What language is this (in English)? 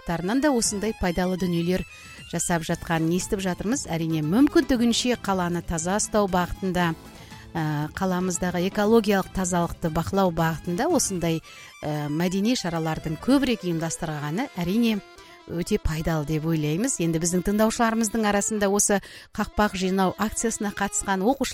Kazakh